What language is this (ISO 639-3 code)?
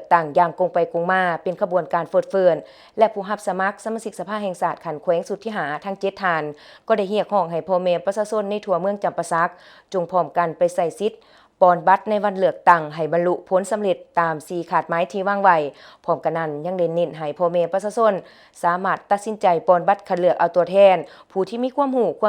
lao